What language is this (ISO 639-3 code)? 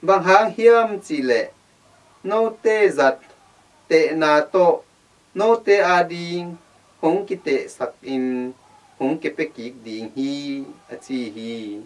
ctd